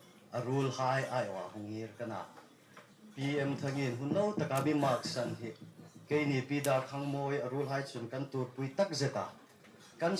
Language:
Hmar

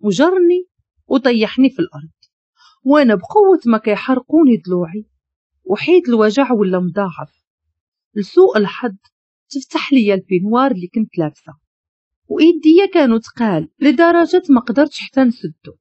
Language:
Moroccan Arabic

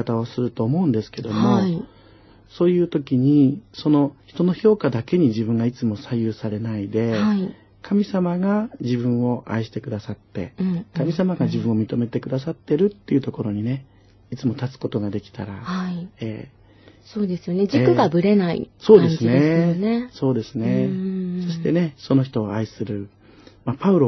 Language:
Japanese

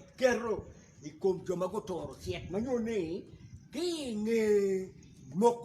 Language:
Acoli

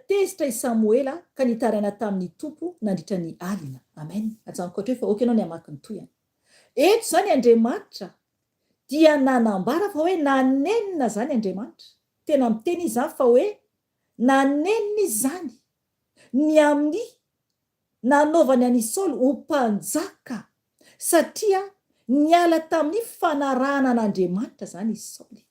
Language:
Malagasy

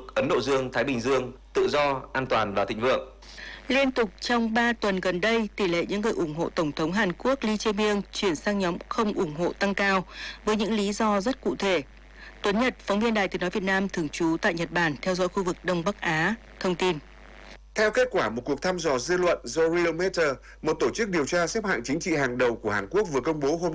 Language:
Vietnamese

